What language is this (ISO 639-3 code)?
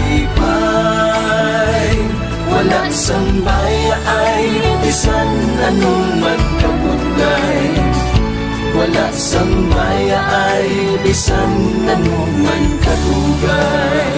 hil